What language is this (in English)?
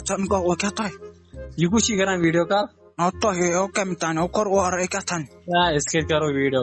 Kashmiri